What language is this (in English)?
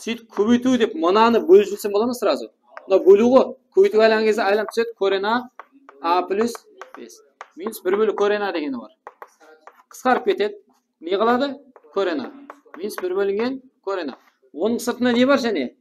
Kara-Kalpak